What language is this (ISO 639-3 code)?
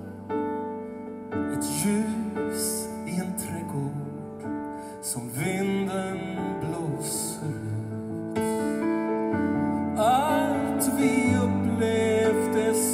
swe